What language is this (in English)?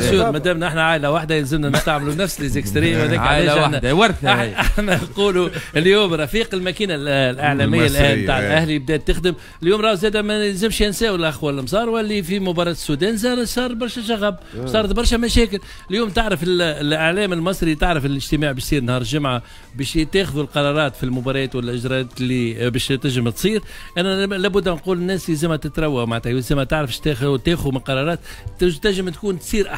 Tunisian Arabic